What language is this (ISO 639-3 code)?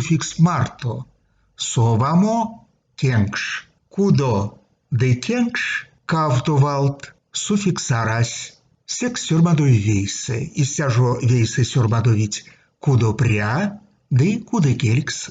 myv